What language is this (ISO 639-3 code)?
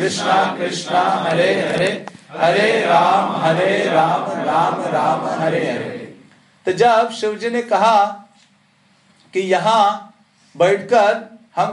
hin